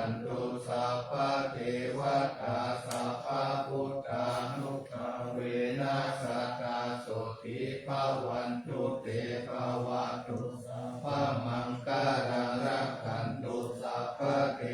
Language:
Pali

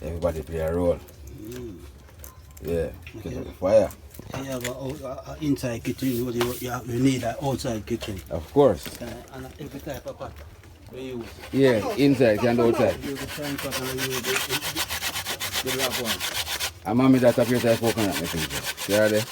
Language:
Jamaican Creole English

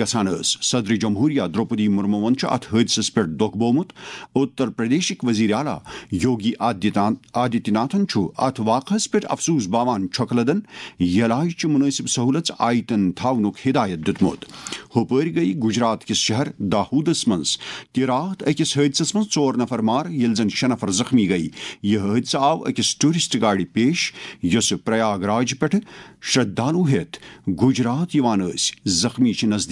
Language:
Kashmiri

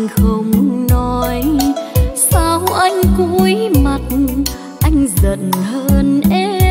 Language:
Vietnamese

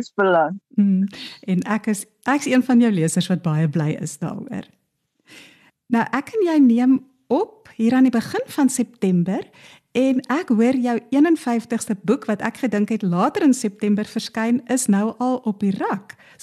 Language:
Afrikaans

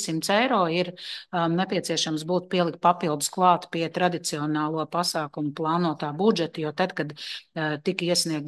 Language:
Latvian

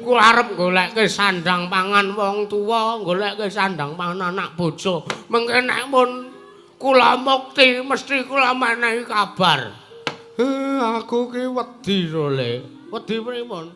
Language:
Javanese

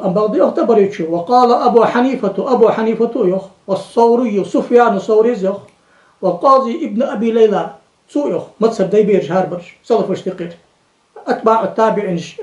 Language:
Ingush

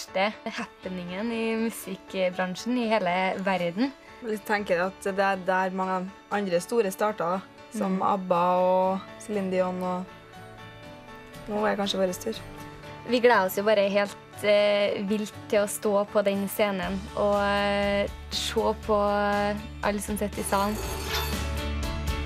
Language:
Norwegian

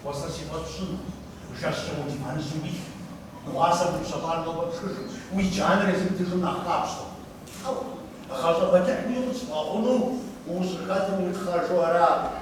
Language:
Kabardian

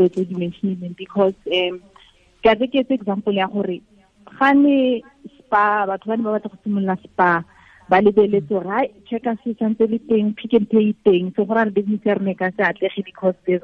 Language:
Tswana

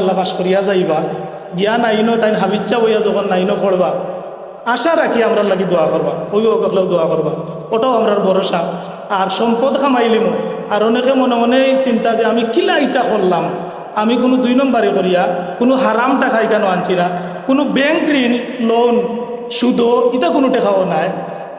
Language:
Sylheti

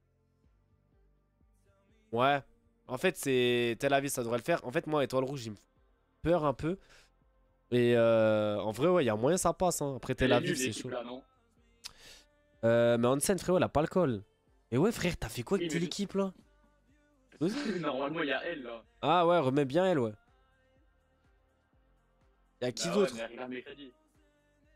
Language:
French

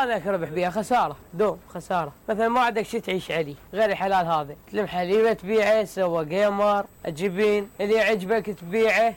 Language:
Mesopotamian Arabic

